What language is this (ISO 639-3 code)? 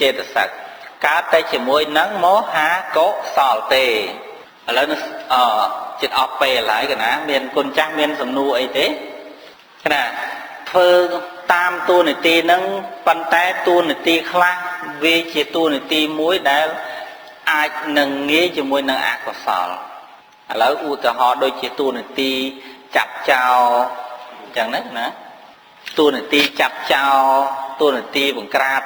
khm